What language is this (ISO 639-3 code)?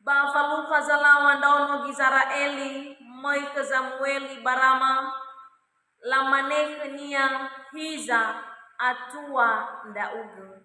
nia